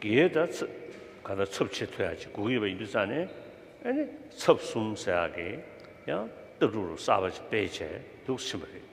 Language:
Tibetan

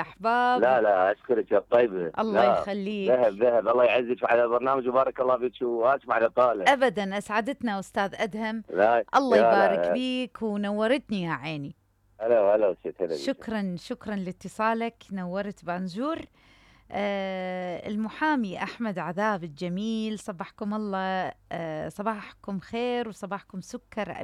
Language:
Mesopotamian Arabic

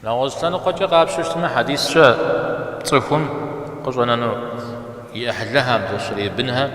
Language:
Kabardian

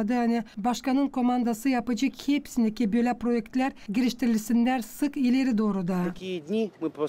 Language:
Gagauz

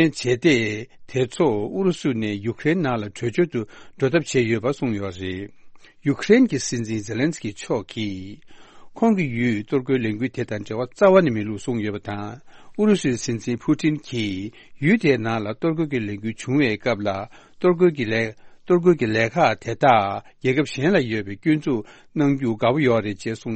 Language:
Tibetan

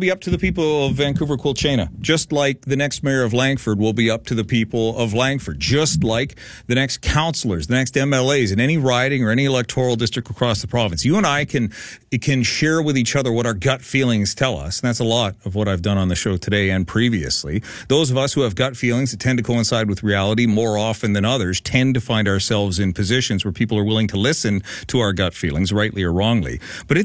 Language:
English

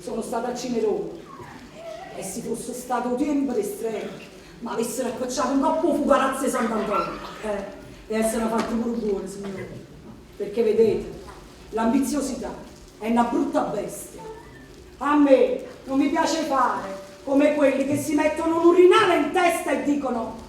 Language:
Neapolitan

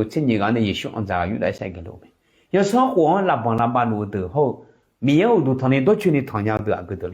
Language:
Akha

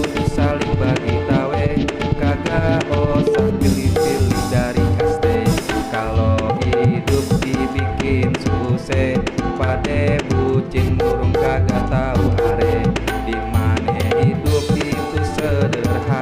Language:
Betawi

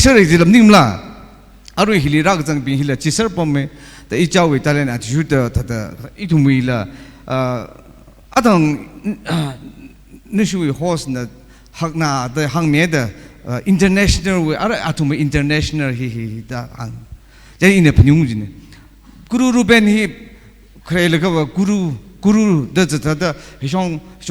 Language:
Tangkhul Naga (India)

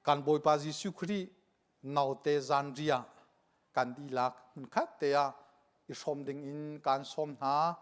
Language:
Hakha Chin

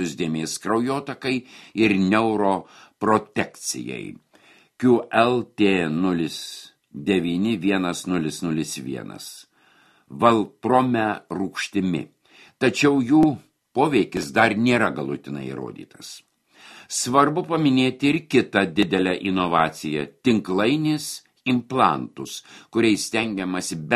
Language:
Lithuanian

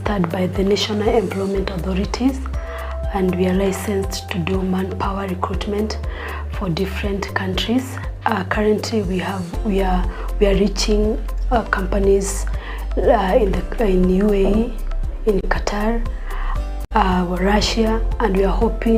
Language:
Gusii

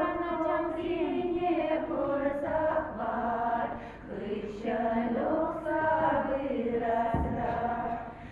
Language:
Chuvash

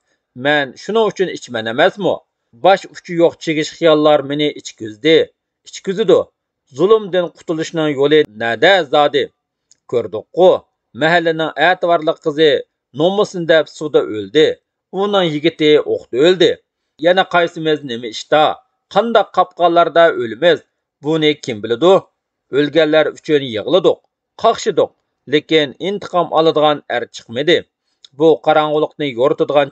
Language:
Uyghur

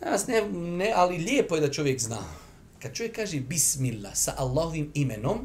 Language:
Bosnian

